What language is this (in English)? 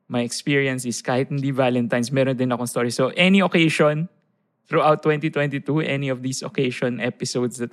Filipino